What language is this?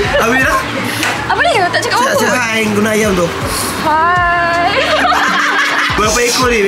Malay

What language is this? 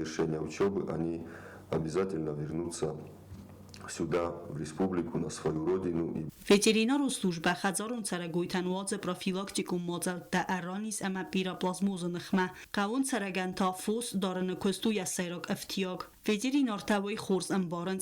Ossetic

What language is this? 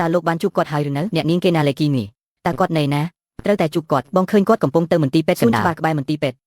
Khmer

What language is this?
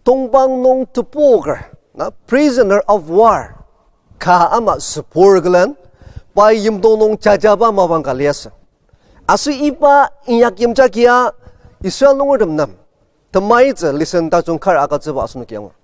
Ao Naga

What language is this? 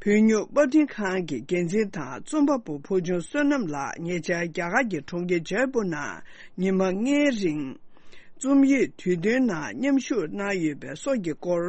Tibetan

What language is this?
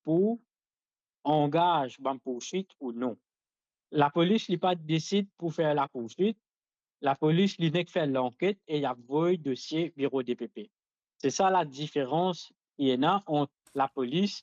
Morisyen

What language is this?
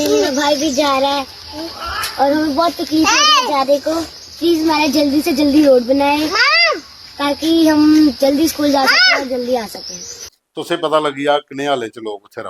Dogri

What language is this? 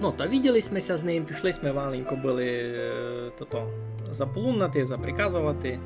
Rusyn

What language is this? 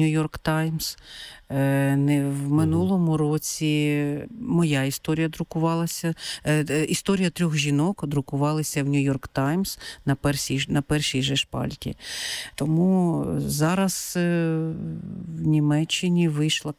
Ukrainian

